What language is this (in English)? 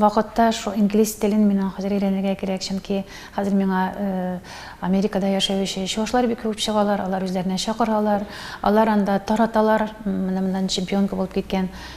Tatar